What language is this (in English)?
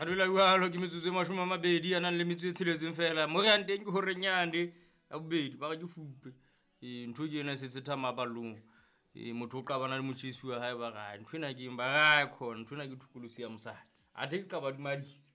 Southern Sotho